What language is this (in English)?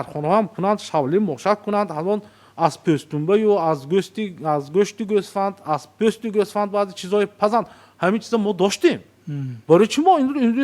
Tajik